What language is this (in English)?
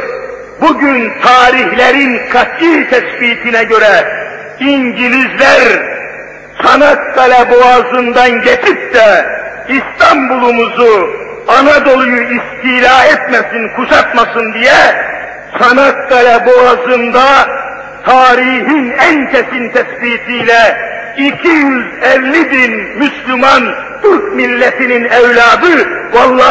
Turkish